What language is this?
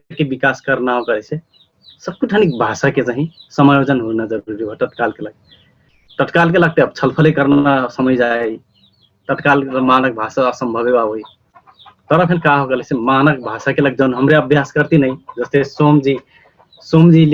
Dangaura Tharu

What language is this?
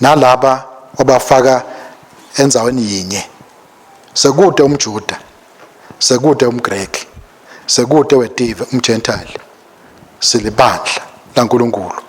Swati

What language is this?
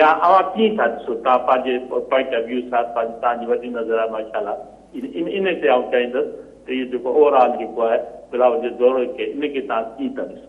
Sindhi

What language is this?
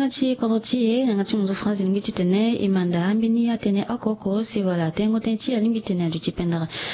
Sango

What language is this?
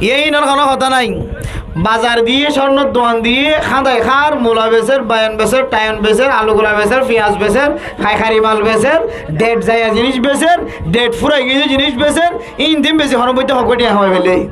Rohingya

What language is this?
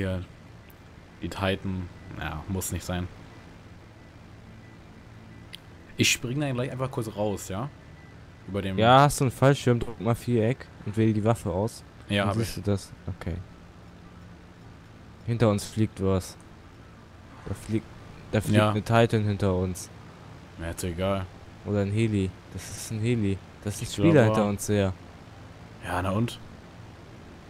German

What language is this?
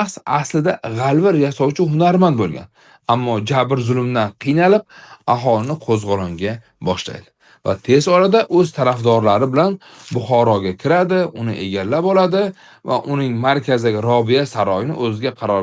Uzbek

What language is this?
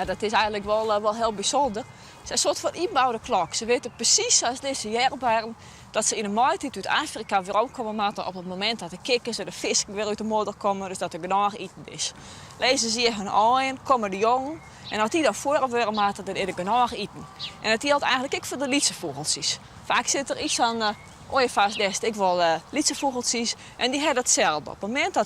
Western Frisian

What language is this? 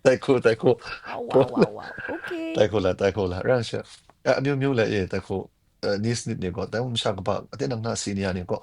Kachin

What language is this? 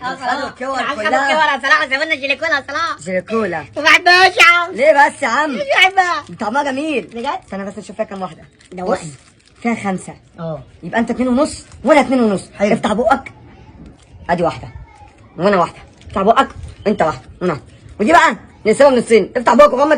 Egyptian Arabic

